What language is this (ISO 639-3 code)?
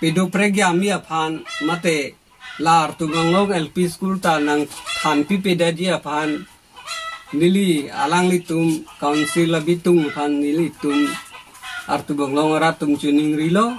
mjw